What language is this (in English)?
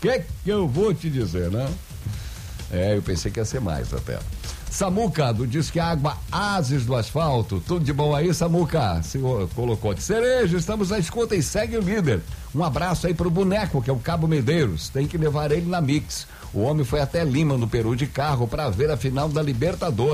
Portuguese